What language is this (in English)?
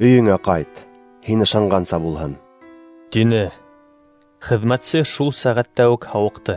Bashkir